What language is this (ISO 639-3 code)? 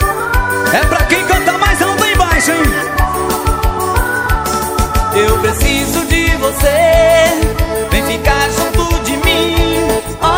por